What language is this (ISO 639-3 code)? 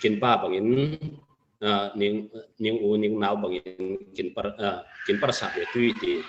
cfm